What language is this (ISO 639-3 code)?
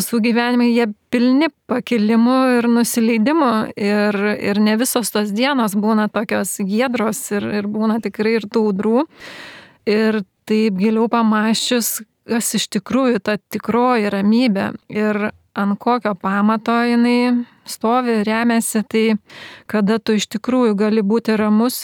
lit